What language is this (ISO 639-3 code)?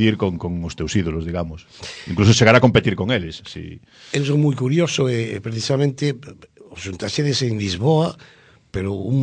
glg